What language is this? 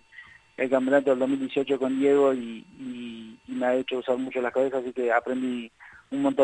Spanish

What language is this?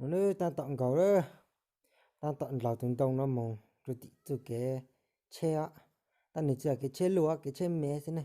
Hmong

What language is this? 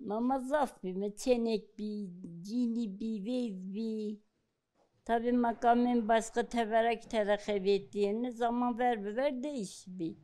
Zaza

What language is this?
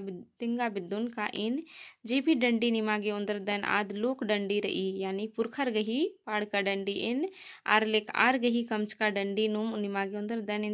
Kurukh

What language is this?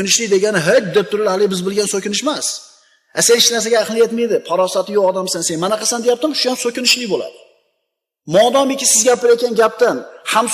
Uzbek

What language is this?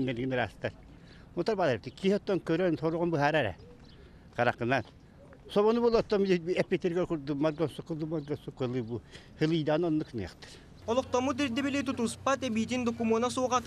Yakut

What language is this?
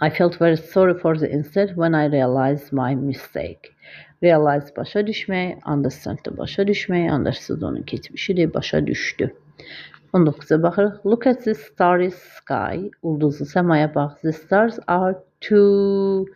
Azerbaijani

